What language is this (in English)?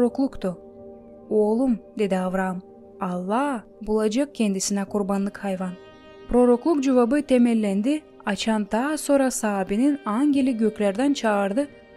Gagauz